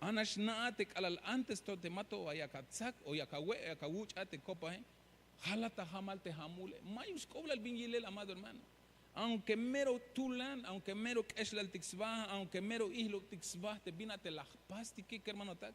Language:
Tzeltal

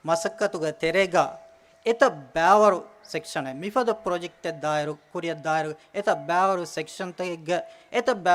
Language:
Divehi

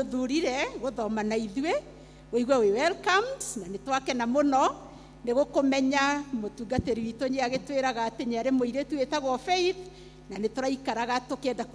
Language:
Kikuyu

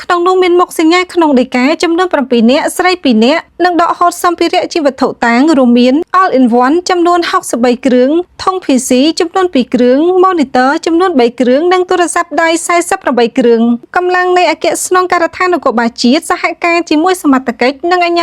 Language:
Khmer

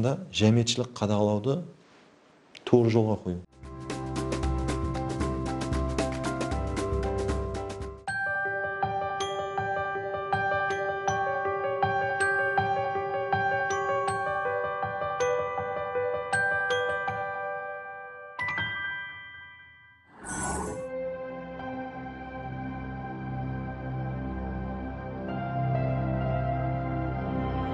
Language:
Kara-Kalpak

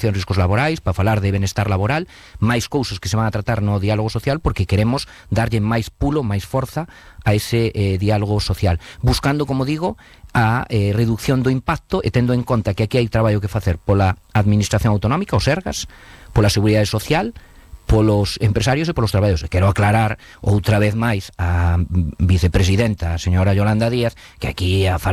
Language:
Galician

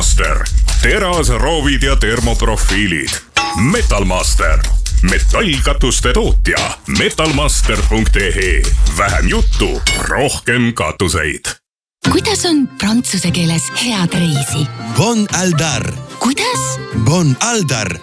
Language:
Estonian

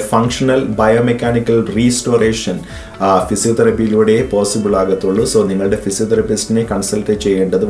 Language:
Malayalam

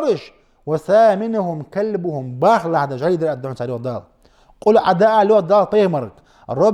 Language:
Ingush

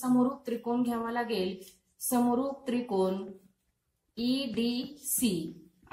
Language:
Marathi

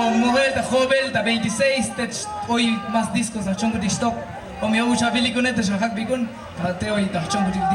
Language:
Tzotzil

